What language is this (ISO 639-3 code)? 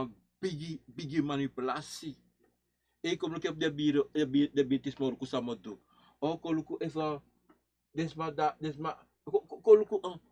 srn